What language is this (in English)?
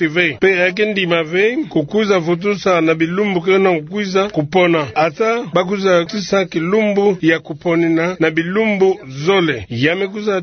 Kituba (Democratic Republic of Congo)